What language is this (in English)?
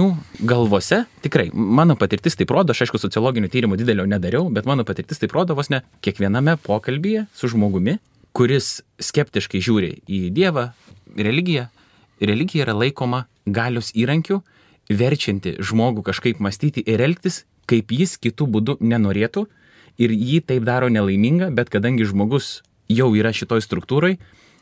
Lithuanian